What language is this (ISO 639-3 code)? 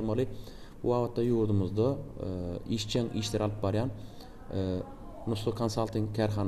tuk